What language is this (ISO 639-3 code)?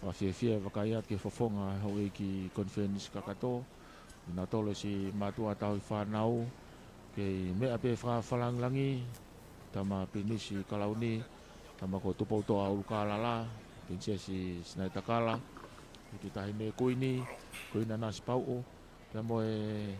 ton